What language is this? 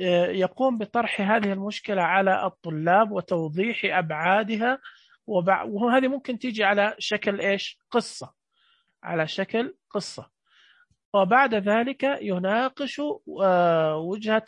Najdi Arabic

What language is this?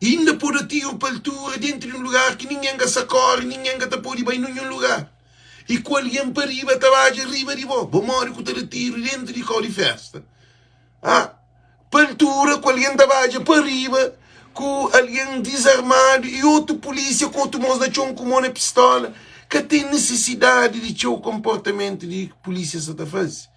Kabuverdianu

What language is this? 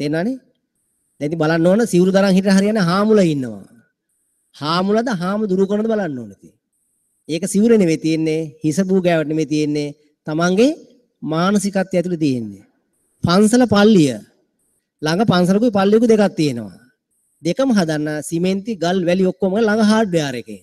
Sinhala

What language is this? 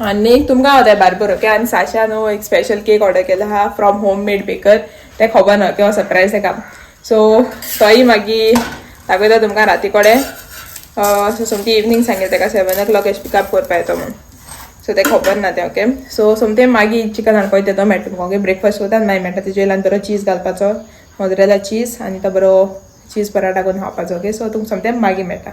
Konkani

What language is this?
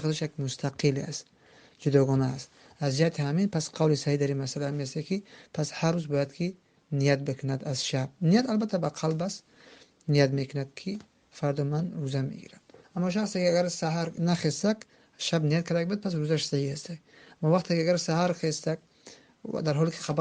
Tajik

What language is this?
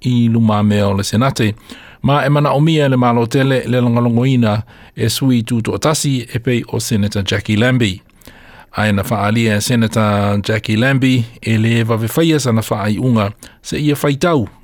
Samoan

